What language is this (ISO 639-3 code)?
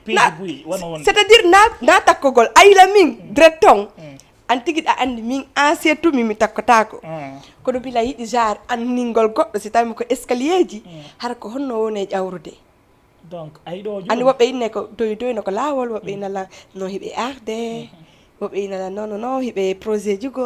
ful